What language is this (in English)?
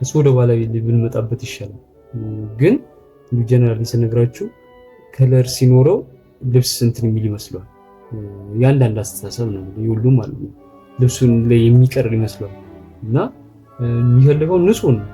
Amharic